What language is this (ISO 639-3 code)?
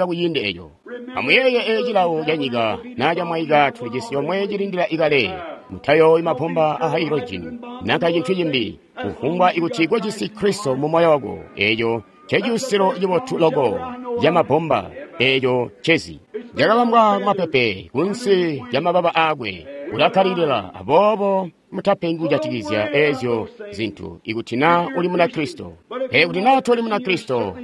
toi